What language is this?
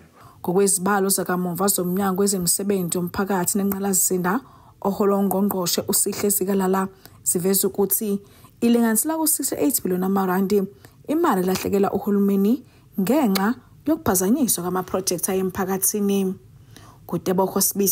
Zulu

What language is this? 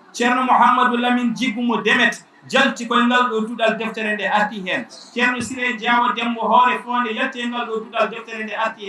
Fula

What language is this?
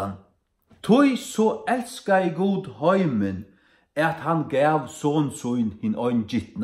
Faroese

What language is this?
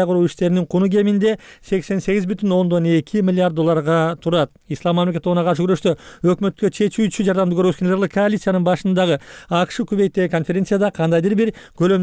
Kyrgyz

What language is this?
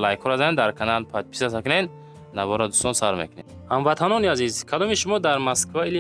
Tajik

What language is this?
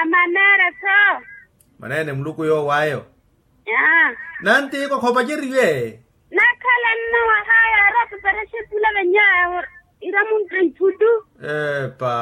Makhuwa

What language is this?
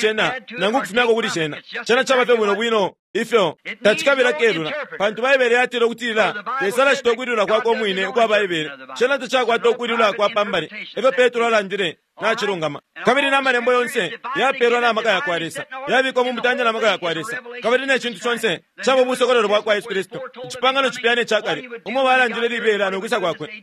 Bemba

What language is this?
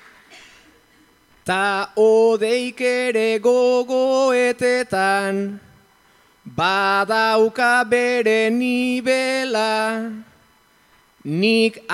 Basque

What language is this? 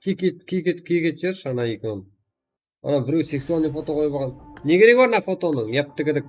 Kara-Kalpak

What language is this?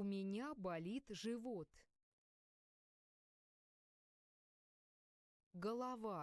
Russian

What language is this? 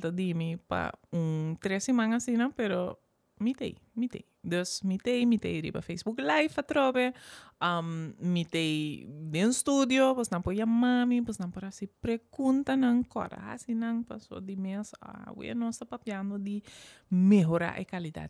Papiamento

